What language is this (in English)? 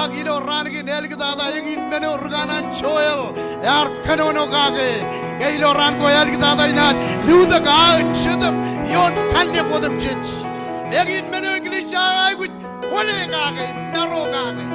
Marshallese